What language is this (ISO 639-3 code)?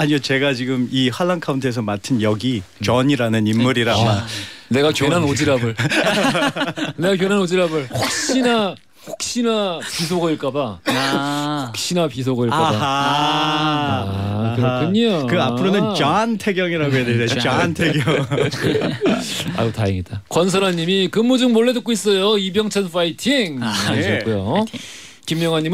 kor